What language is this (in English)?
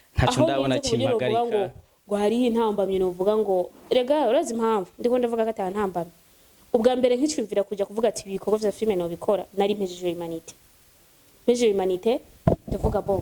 Rundi